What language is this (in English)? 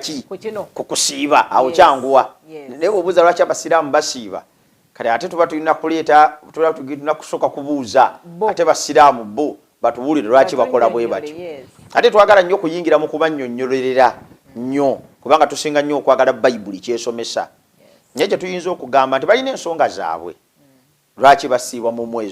Ganda